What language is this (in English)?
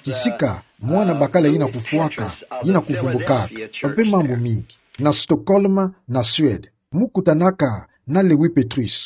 Kituba (Democratic Republic of Congo)